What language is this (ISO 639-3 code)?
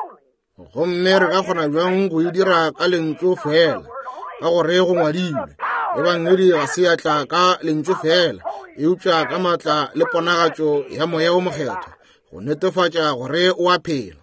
nso